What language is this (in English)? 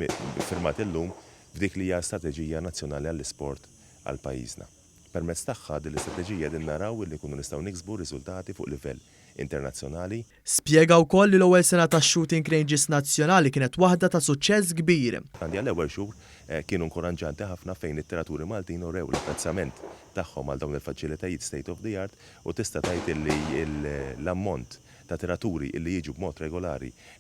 Maltese